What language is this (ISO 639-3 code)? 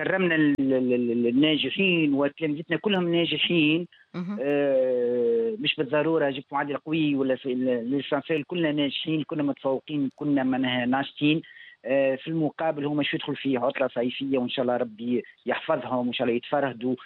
aeb